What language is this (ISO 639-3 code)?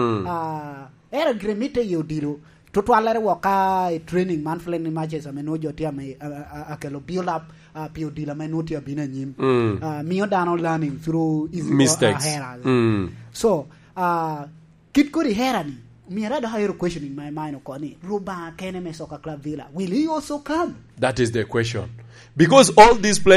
laj